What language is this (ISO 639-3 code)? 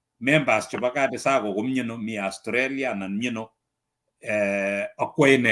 kln